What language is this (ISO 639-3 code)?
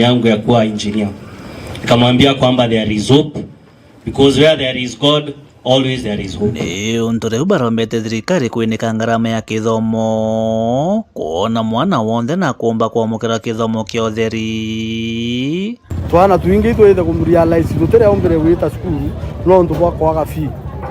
mer